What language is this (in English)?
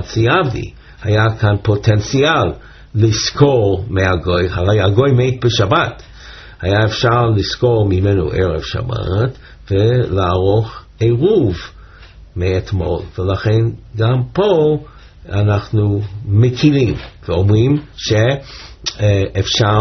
Hebrew